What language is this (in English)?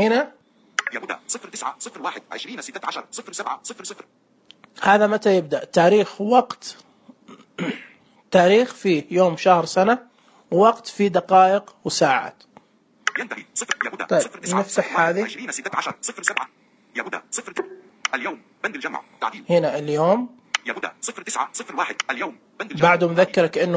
Najdi Arabic